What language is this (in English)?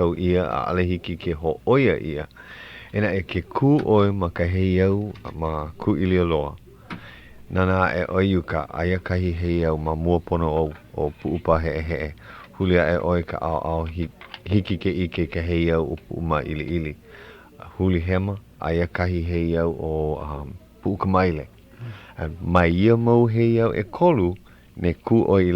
Hawaiian